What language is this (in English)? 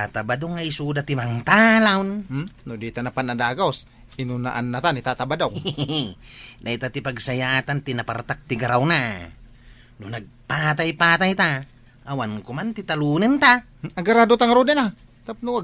Iloko